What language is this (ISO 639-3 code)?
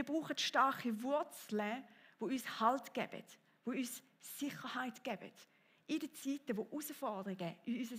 gsw